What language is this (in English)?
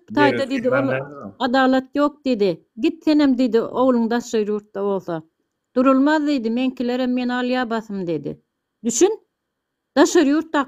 Turkmen